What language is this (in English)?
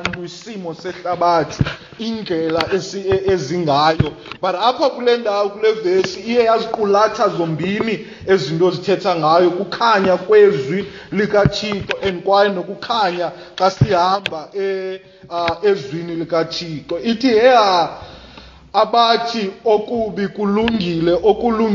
Xhosa